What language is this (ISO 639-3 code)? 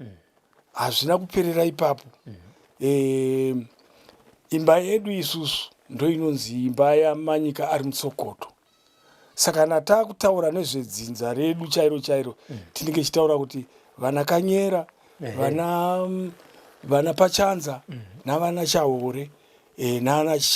sna